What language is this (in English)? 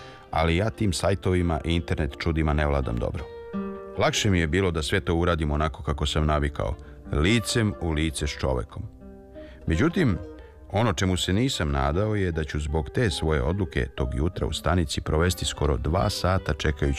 Serbian